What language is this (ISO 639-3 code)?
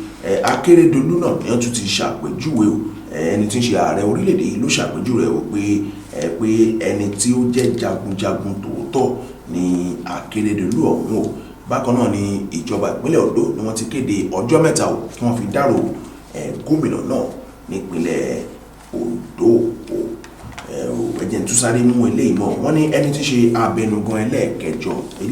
yor